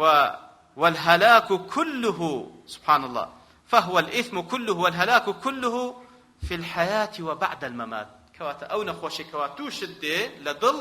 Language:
Central Kurdish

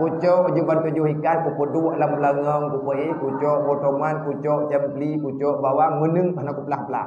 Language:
Achinese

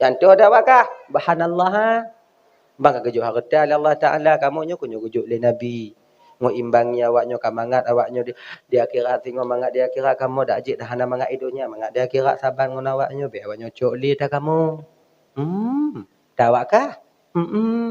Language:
Achinese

